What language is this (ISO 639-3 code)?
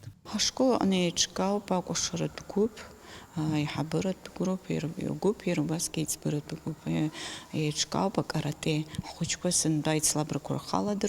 abk